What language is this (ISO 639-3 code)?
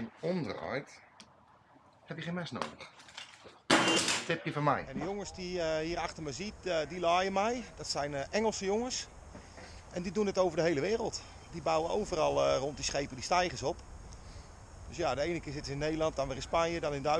nld